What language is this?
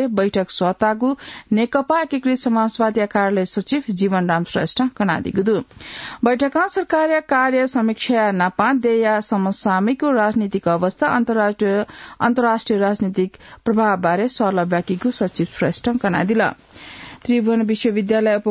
Newari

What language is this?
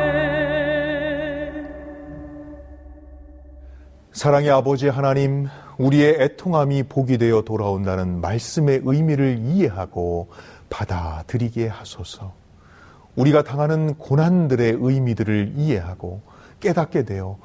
Korean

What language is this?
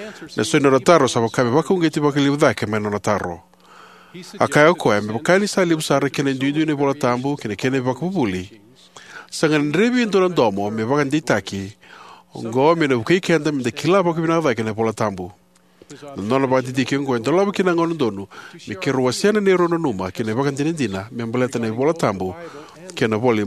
Fijian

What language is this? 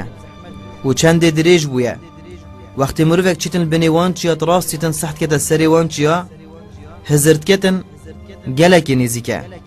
Kurdish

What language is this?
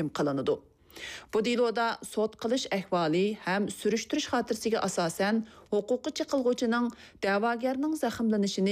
Uyghur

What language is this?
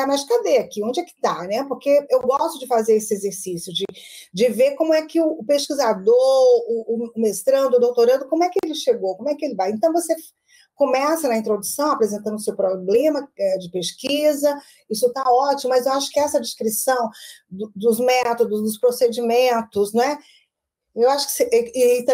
Portuguese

